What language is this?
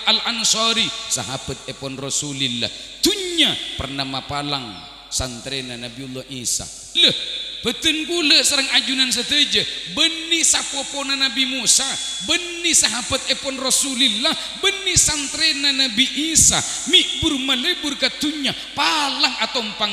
Madurese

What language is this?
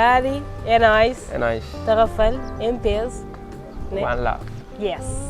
Kabuverdianu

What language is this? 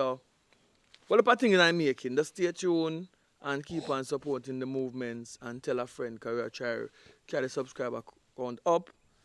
Jamaican Creole English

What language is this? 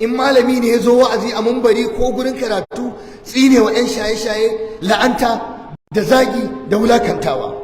Hausa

